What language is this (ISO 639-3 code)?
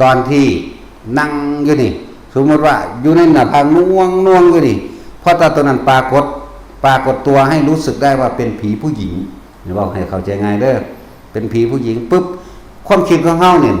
tts